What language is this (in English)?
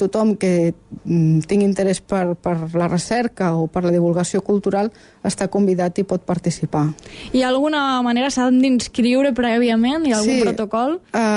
Catalan